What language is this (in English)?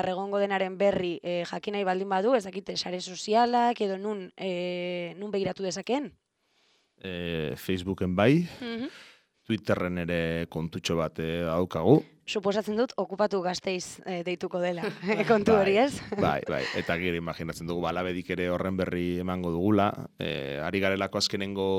Basque